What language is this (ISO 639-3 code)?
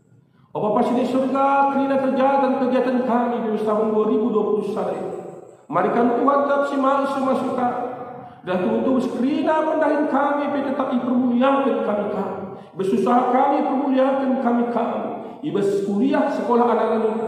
btx